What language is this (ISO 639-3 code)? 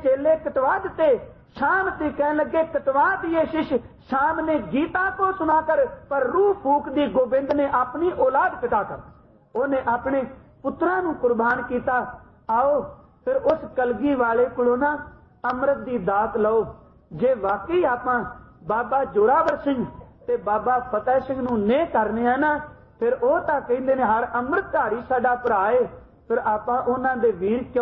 pan